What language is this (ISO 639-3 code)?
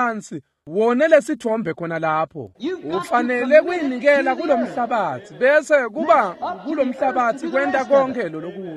ssw